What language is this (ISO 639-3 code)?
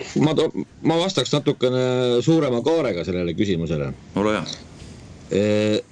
est